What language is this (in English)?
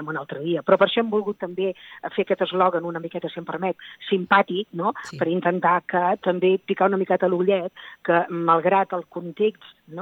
Catalan